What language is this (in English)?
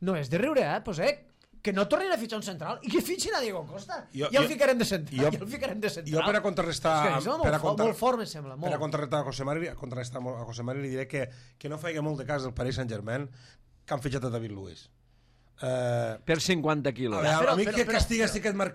Catalan